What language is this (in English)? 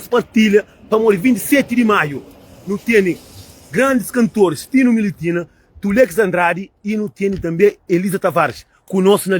Kabuverdianu